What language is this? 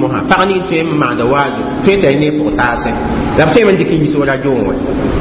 Mossi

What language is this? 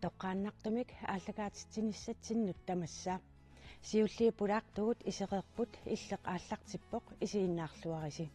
Kalaallisut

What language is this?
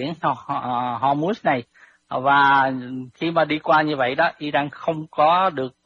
Vietnamese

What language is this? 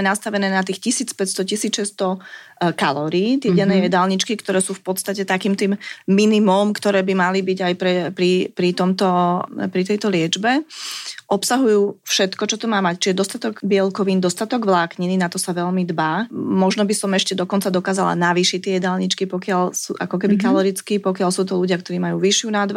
Slovak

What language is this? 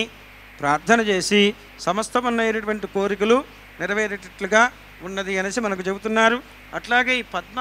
Telugu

